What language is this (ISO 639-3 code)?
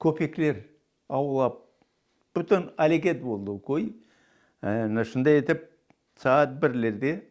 crh